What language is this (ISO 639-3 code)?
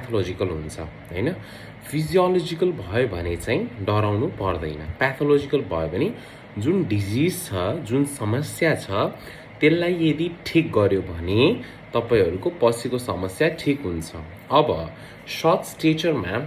nep